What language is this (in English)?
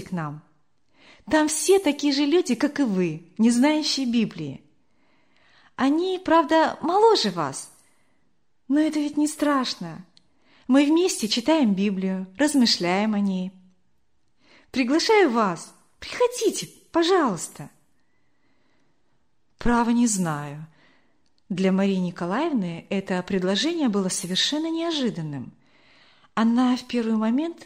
Russian